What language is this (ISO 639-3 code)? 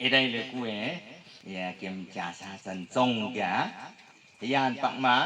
nnp